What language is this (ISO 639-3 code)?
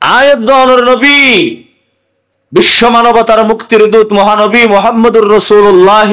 rhg